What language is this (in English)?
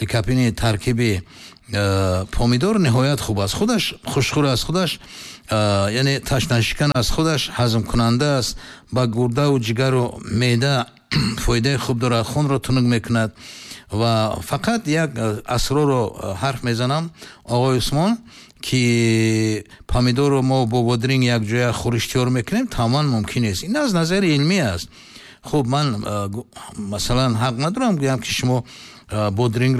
Tajik